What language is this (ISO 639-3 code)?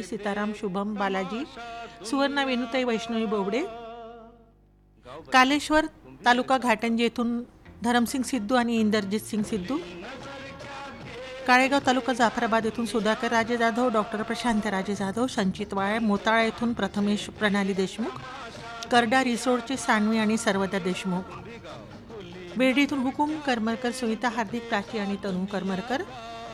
mar